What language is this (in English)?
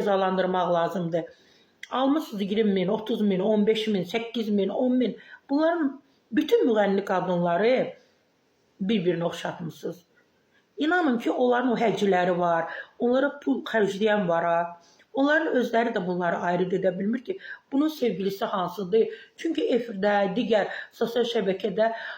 Azerbaijani